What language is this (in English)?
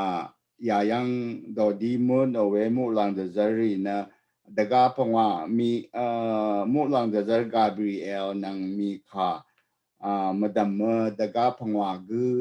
Rawang